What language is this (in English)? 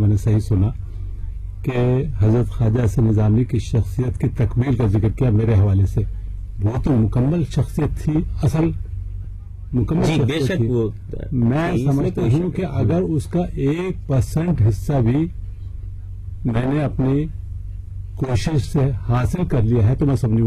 Urdu